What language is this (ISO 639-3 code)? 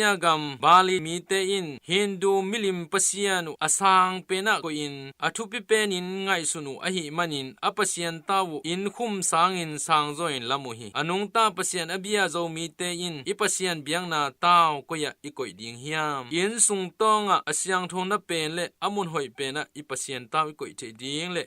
ctd